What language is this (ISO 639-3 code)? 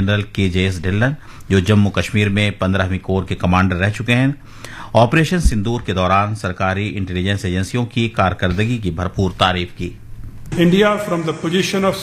urd